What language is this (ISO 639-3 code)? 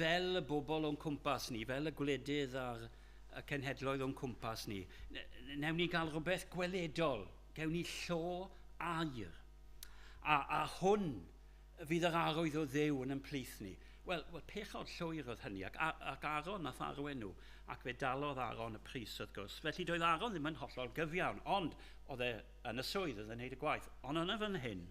cym